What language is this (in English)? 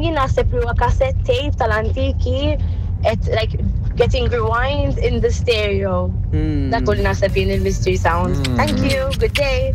Maltese